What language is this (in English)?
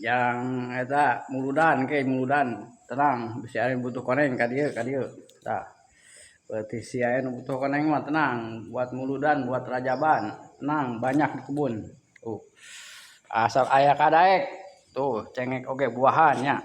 Sundanese